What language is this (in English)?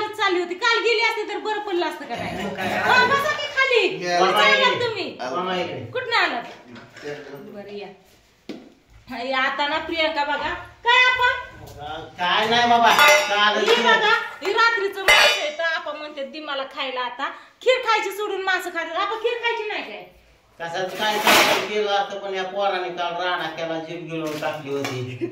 Marathi